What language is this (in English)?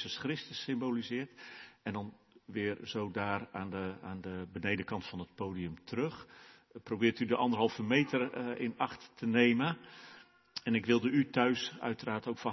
Dutch